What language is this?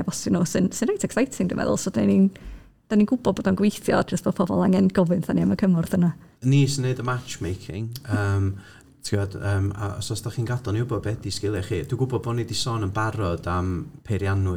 Welsh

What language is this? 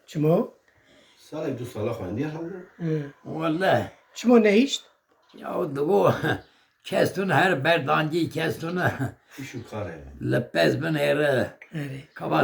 Kurdish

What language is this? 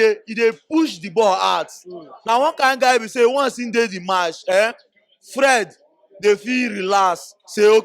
Nigerian Pidgin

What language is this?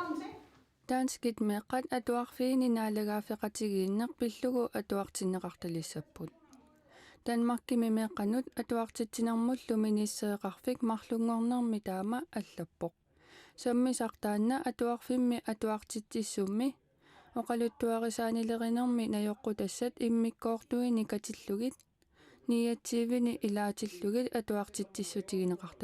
Kalaallisut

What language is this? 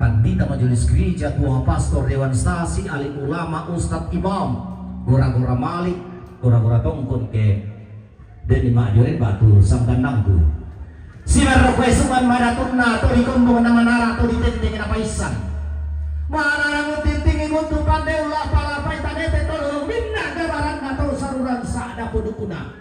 Toraja-Sa'dan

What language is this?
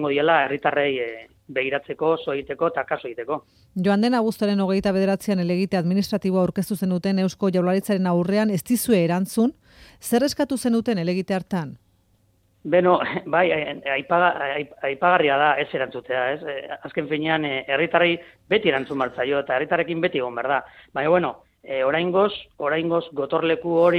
Basque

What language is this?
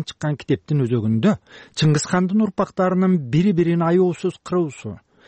Kyrgyz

